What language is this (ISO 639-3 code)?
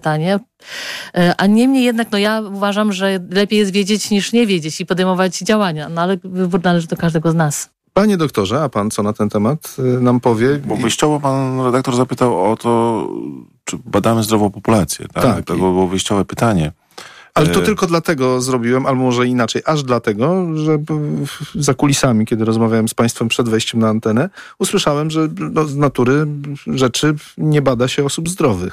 pol